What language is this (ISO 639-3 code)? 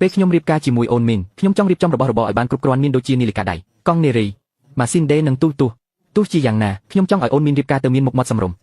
khm